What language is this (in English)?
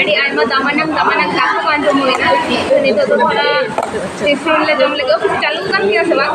Santali